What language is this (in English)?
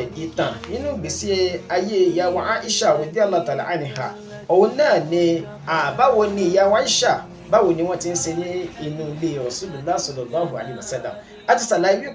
Yoruba